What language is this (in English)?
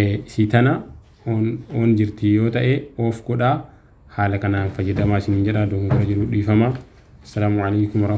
Oromo